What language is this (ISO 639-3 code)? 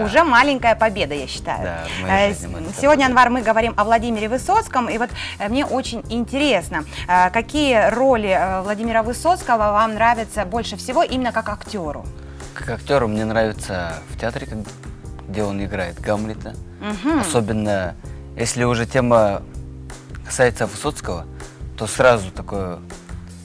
rus